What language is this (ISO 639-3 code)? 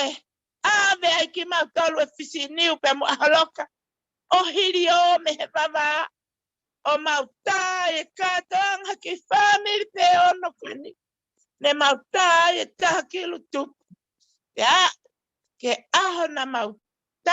ton